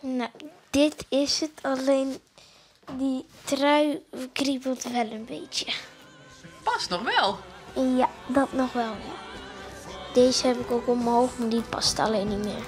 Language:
Western Frisian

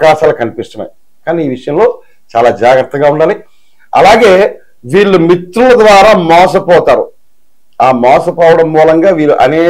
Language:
Telugu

